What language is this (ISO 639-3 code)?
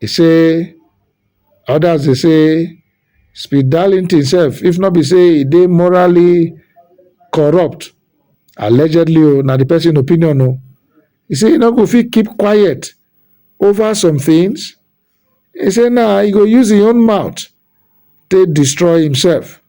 pcm